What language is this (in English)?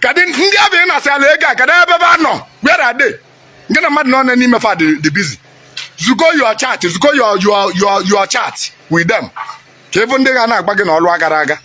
Igbo